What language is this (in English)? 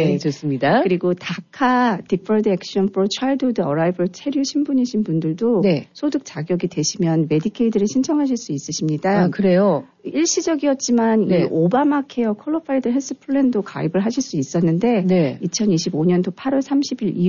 Korean